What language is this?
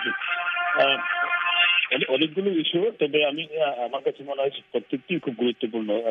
Bangla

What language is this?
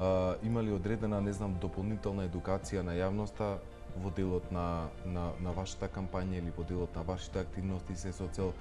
Macedonian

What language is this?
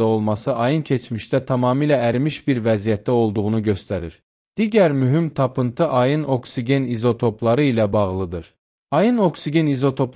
Azerbaijani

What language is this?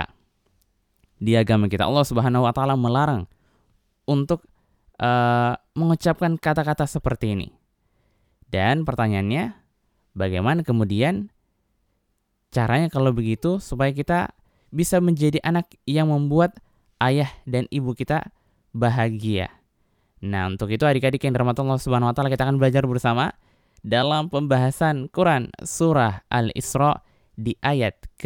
Indonesian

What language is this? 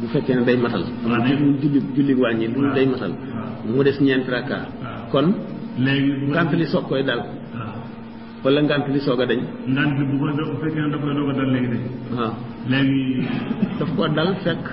Wolof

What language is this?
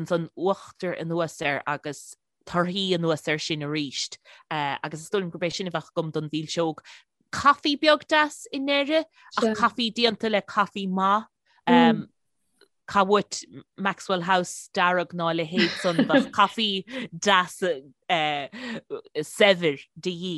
Irish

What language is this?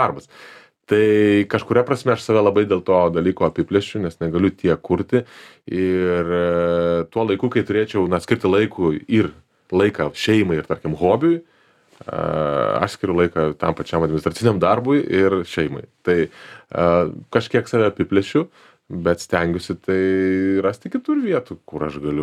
Lithuanian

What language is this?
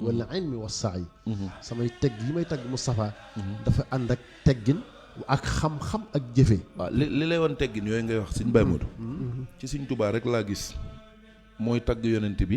Wolof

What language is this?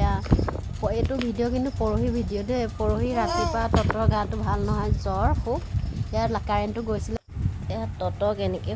Assamese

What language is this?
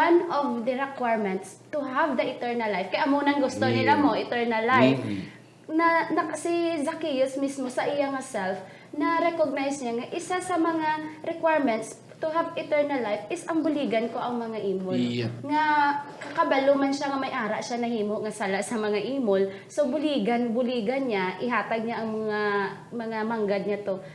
Hiligaynon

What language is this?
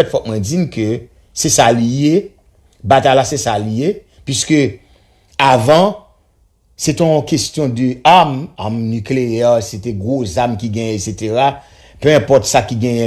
Haitian Creole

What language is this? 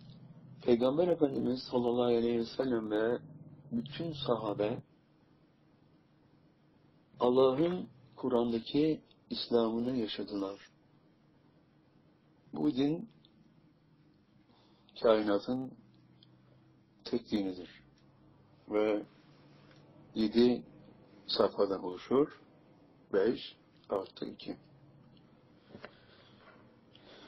Turkish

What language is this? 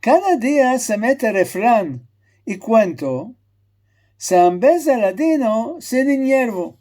Ladino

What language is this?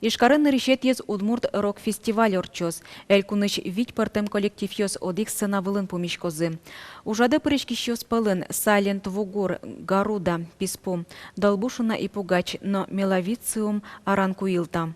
Udmurt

